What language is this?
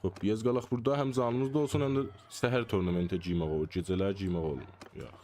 South Azerbaijani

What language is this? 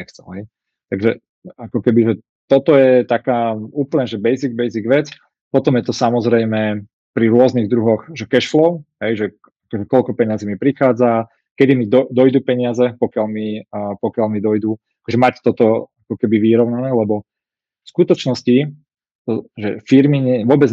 Slovak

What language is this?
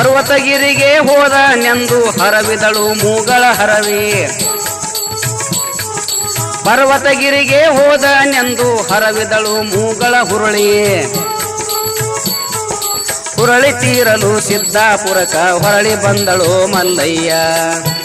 Kannada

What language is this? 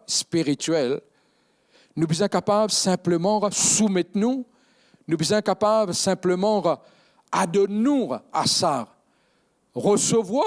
Morisyen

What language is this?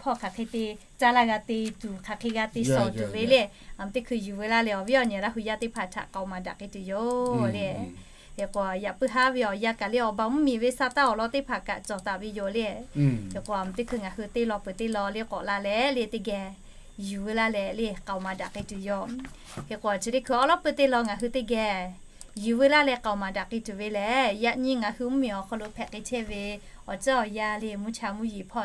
Lahu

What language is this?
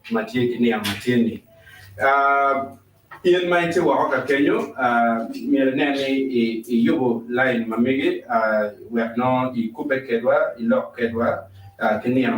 Acoli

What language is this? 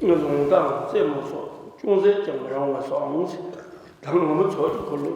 Tibetan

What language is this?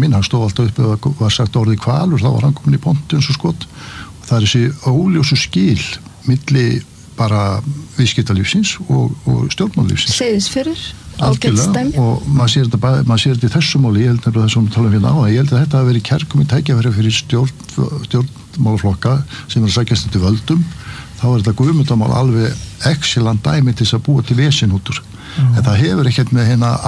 Icelandic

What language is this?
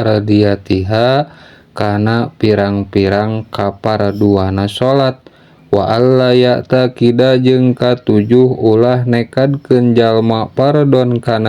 Sundanese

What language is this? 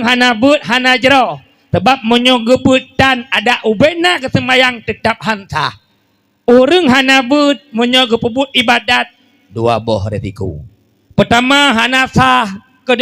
Achinese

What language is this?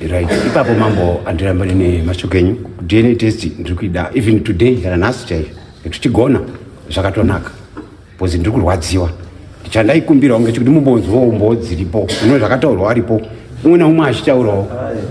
Shona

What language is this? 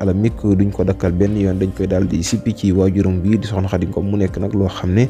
Wolof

